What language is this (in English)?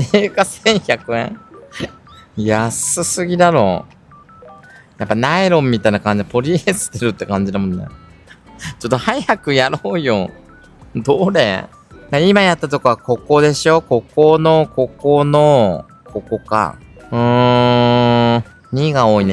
Japanese